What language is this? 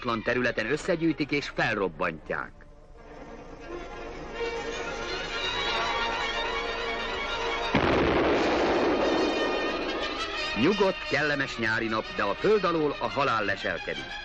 Hungarian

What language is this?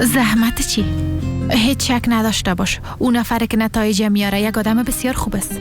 Persian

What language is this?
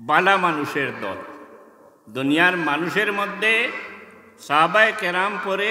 Sylheti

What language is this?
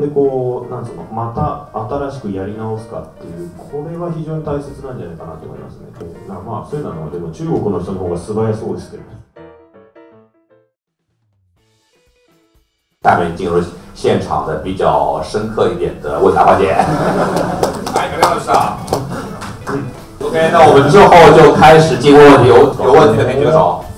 Japanese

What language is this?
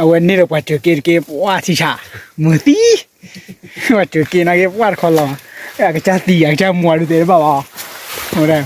S'gaw Karen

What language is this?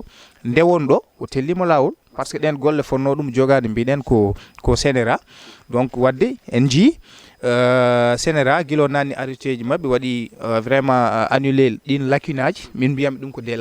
Fula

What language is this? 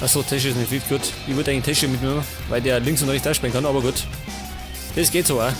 Bavarian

